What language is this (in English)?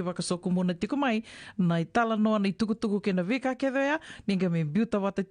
Fijian